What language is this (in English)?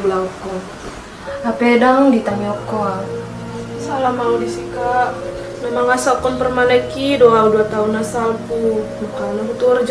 Batak Toba